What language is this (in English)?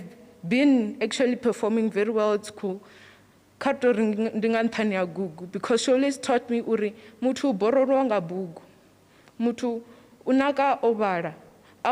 Venda